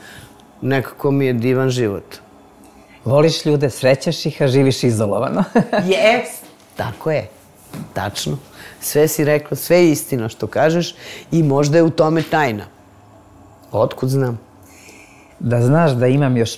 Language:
Serbian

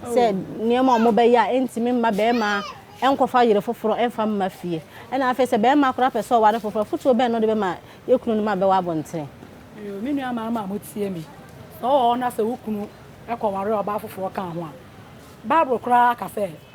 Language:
Akan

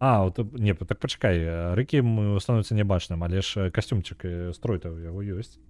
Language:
Belarusian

